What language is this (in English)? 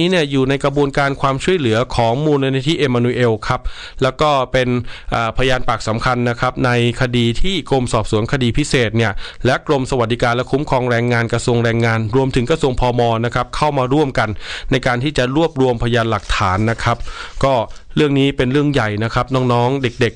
Thai